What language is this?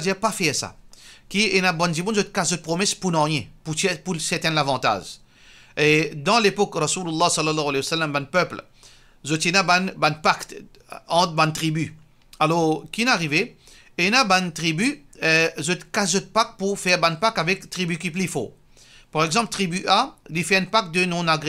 Morisyen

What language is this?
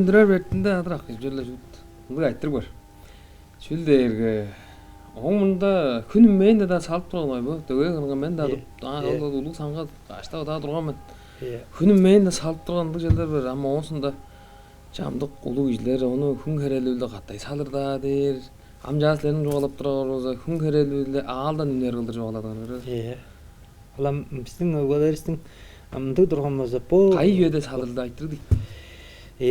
Tuvinian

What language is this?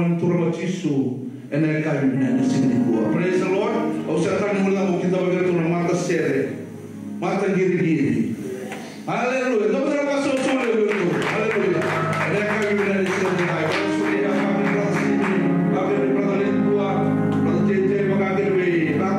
Fijian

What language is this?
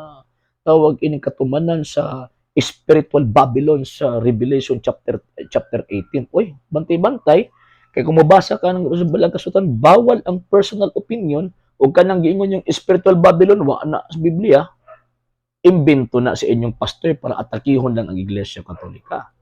Cebuano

